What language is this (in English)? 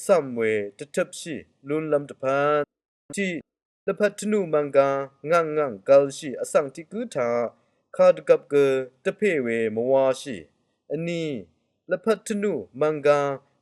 Rawang